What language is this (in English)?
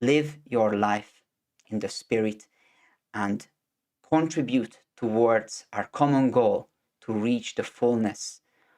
English